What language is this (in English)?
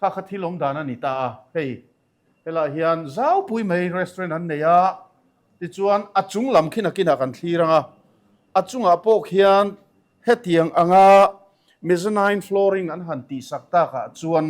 Mizo